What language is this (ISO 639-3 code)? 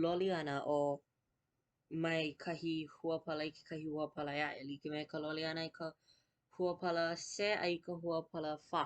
haw